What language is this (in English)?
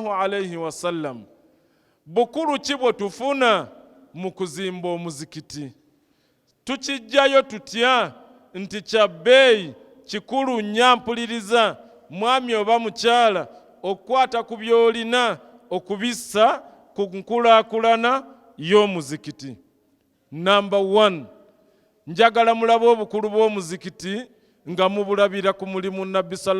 Ganda